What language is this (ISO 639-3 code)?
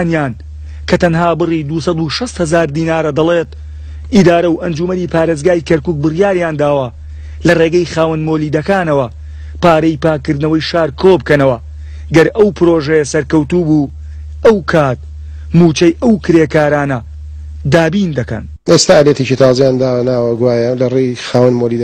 ckb